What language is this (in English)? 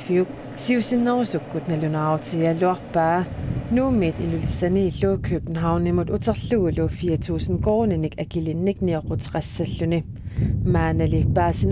Kalaallisut